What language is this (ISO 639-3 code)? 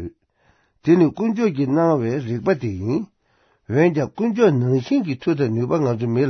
bod